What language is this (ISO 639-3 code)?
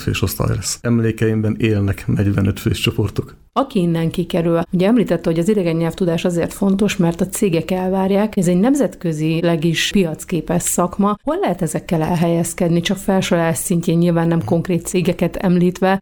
hun